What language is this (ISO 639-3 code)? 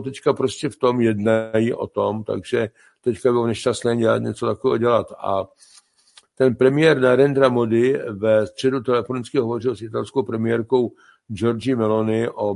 ces